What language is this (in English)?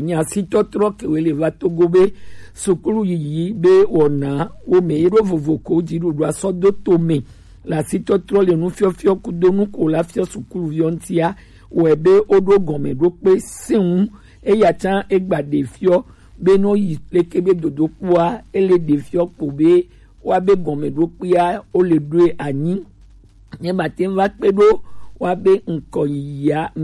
Gen